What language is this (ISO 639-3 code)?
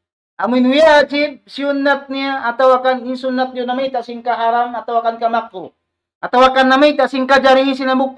tsg